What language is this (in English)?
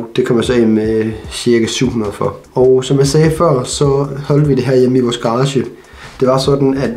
Danish